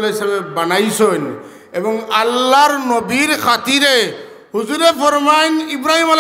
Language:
Sylheti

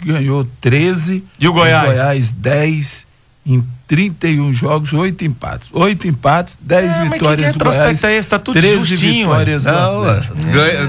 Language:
Portuguese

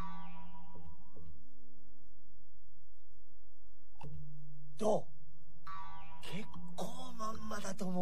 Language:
Japanese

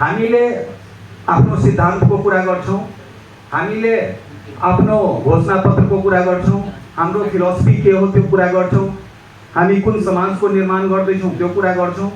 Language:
Nepali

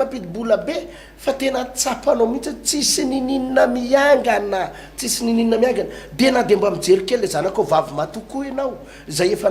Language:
Malagasy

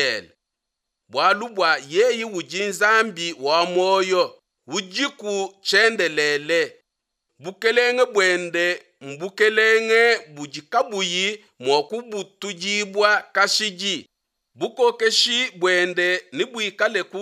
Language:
Luba-Lulua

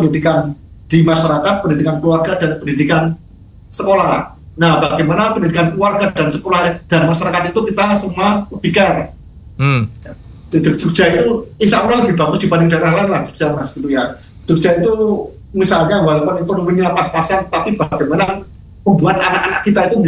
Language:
Indonesian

